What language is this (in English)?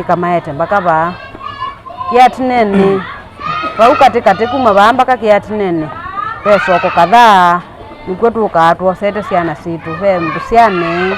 Kamba